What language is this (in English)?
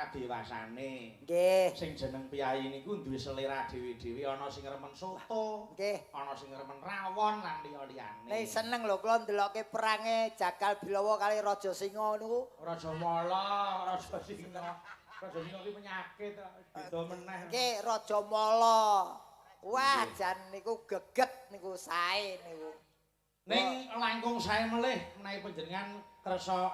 Javanese